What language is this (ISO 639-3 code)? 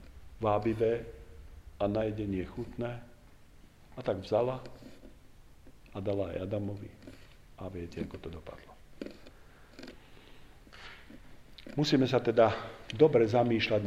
slk